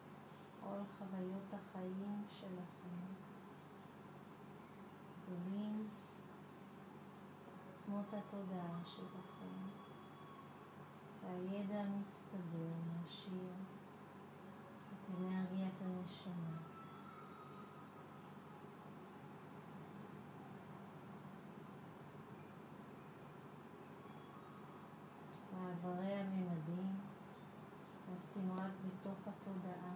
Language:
Hebrew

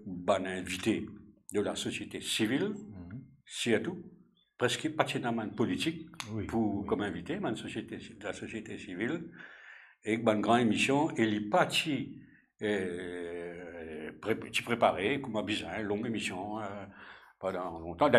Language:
Morisyen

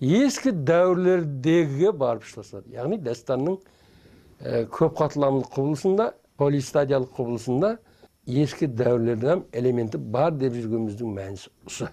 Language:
Kara-Kalpak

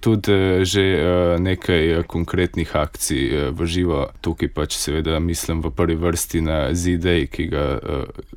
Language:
Slovenian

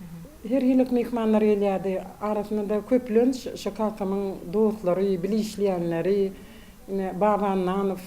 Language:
Turkmen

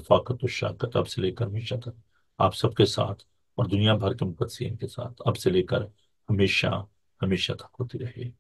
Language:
Urdu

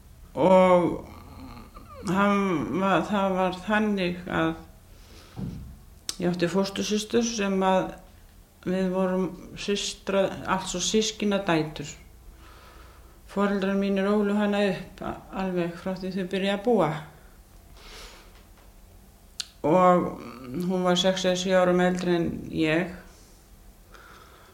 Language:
Icelandic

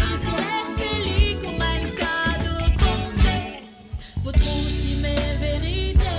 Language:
Morisyen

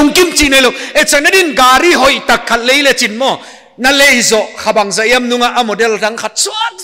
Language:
Paite Chin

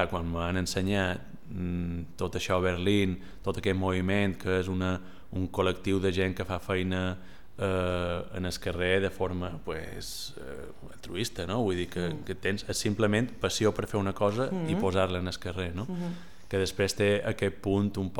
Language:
Catalan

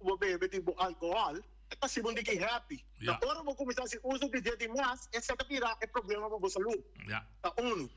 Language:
Papiamento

